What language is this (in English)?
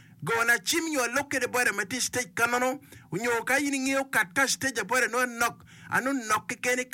Acoli